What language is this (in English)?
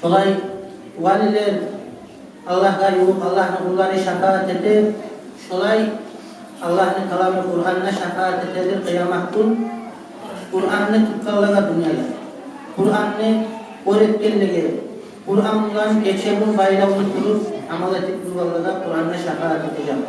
Kumyk